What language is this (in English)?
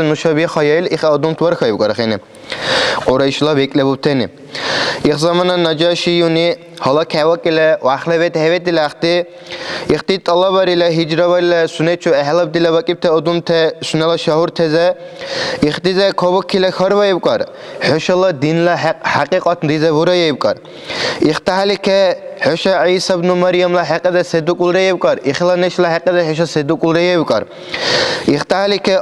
Dargwa